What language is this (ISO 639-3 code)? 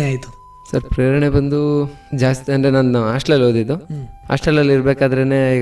kan